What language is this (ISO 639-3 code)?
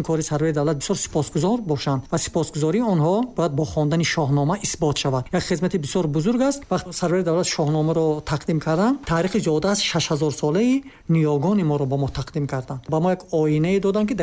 tgk